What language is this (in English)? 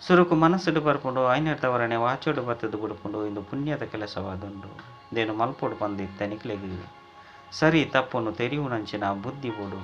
Tulu